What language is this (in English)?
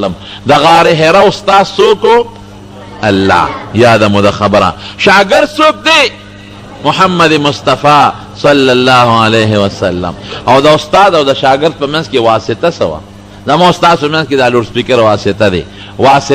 Pashto